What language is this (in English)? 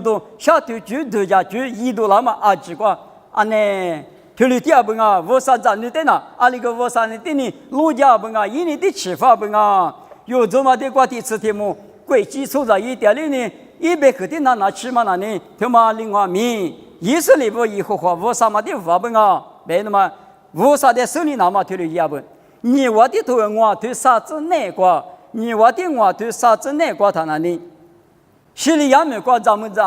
Lisu